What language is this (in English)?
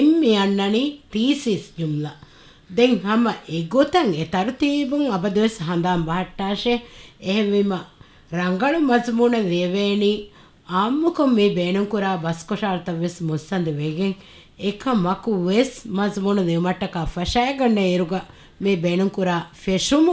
Divehi